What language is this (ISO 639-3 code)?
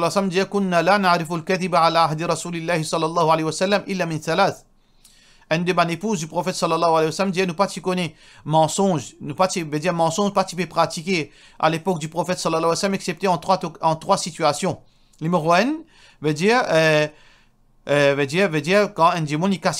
mfe